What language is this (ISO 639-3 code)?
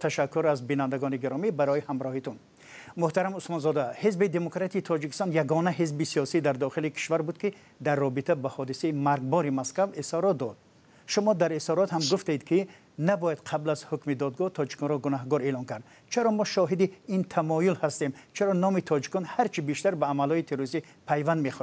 tgk